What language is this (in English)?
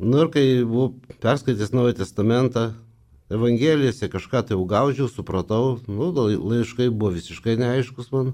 Lithuanian